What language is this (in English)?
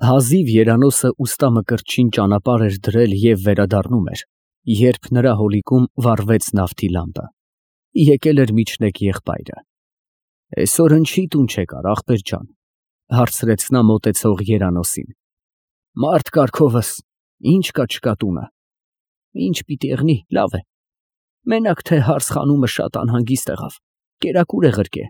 Armenian